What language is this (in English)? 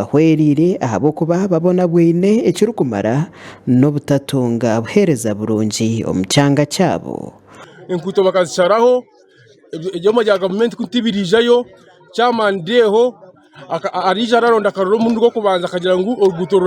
Nyankole